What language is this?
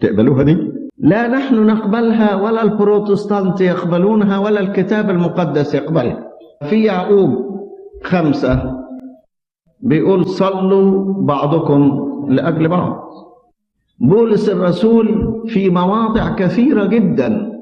Egyptian Arabic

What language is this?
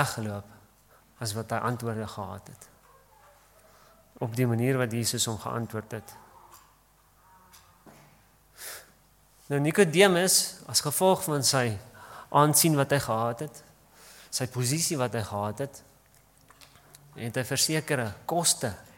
Afrikaans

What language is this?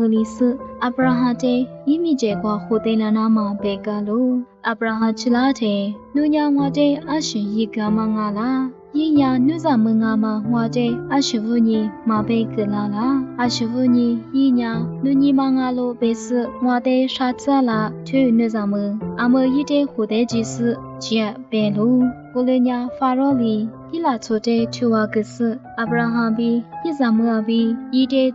Lisu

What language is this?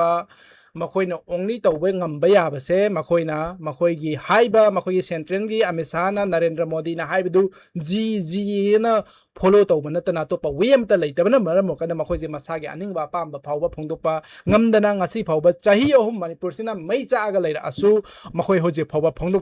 Manipuri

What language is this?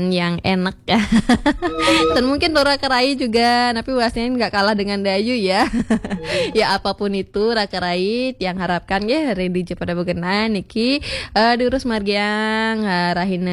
Balinese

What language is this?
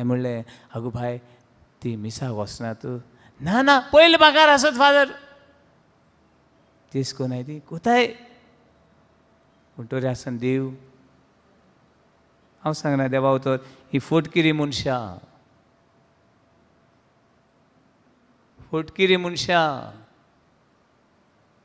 Konkani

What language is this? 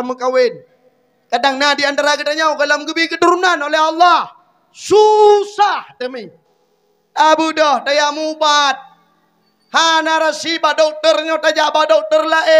Achinese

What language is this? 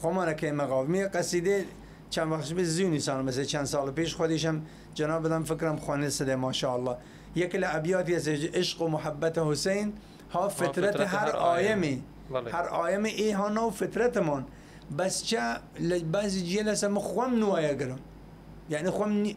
Southern Kurdish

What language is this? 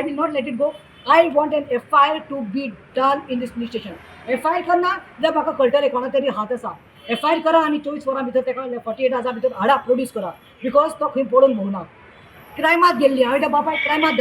Konkani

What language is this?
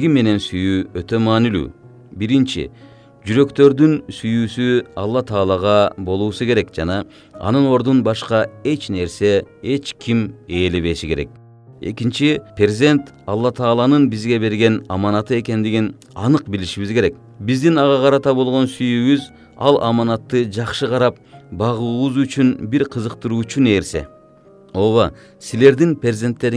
Kyrgyz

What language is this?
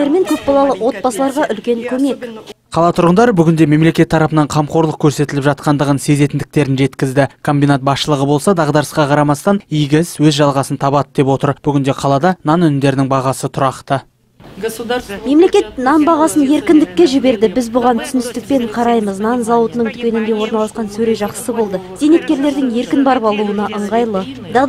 Kazakh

